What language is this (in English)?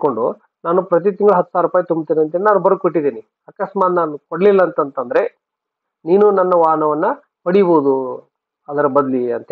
Kannada